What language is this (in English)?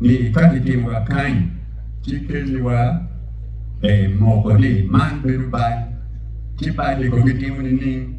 Acoli